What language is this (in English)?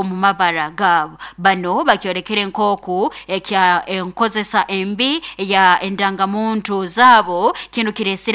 Nyoro